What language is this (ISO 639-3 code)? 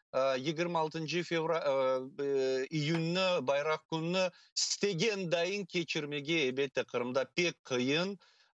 crh